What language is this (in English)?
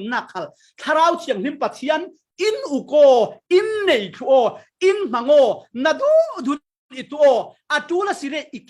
Falam Chin